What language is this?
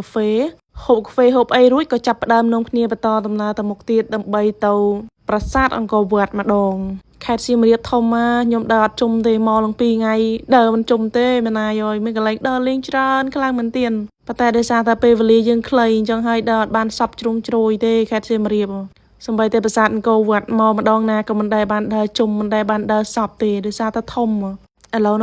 Khmer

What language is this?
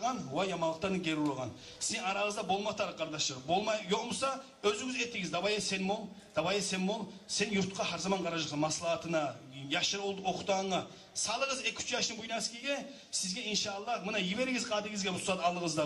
Kumyk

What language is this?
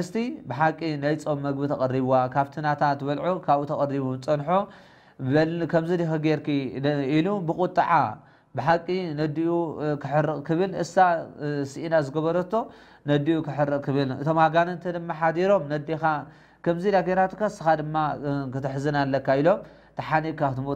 Tigrinya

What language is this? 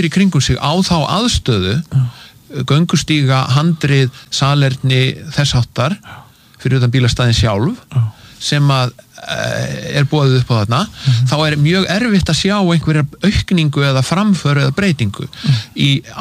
Icelandic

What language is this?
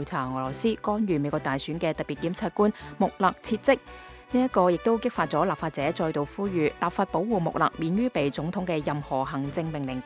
Cantonese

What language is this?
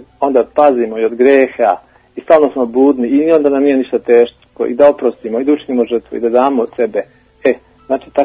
Serbian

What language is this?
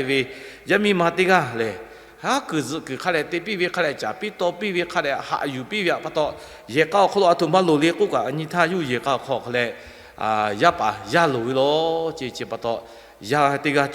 Lahu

